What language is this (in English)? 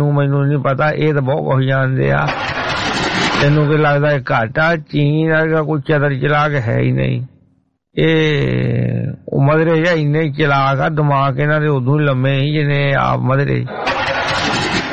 Punjabi